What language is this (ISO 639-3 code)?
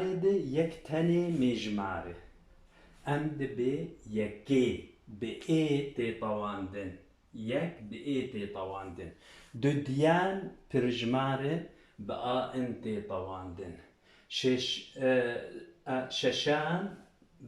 kur